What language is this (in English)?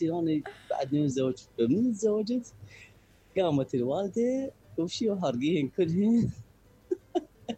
Mesopotamian Arabic